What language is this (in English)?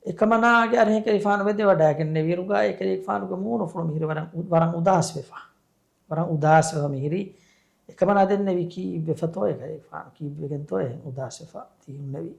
Divehi